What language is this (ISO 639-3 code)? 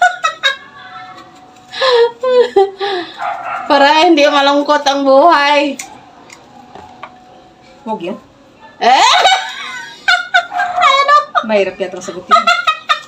fil